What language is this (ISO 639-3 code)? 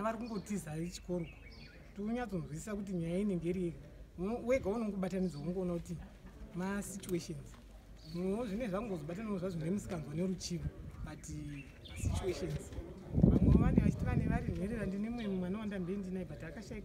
sna